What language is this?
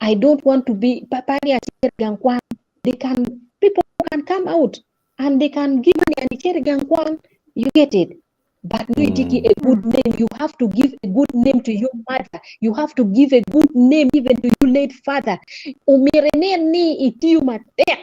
Acoli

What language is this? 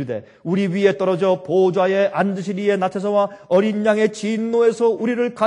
Korean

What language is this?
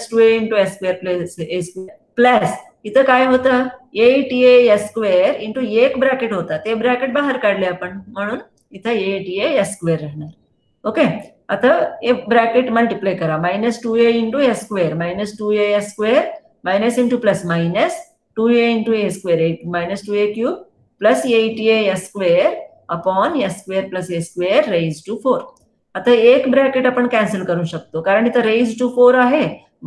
Marathi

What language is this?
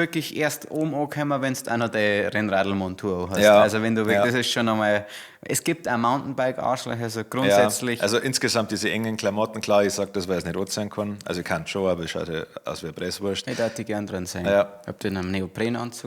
Bavarian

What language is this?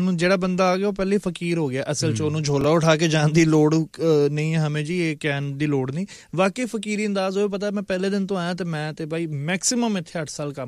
Punjabi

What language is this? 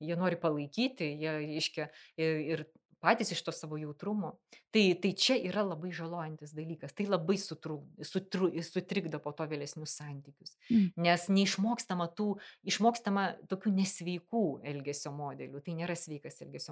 Lithuanian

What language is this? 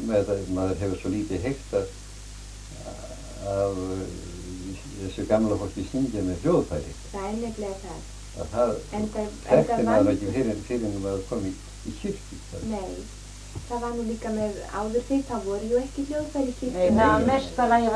Icelandic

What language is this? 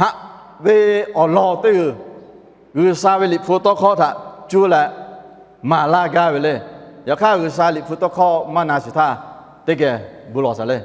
Lahu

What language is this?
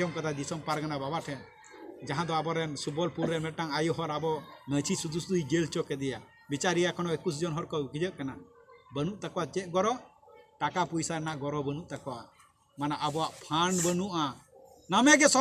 Santali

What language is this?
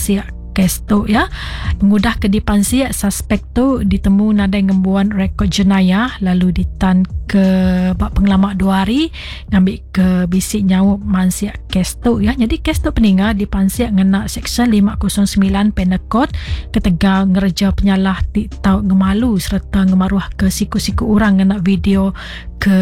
Iban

